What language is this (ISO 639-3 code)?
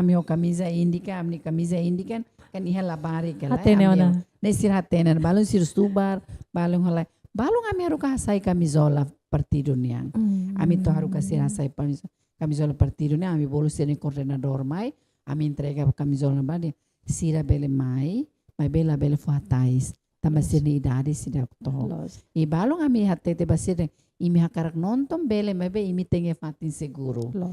tet